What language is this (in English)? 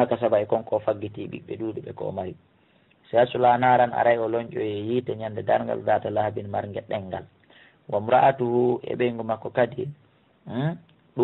Fula